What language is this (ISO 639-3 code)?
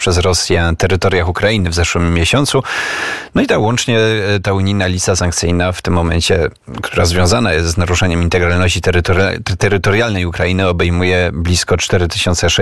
pol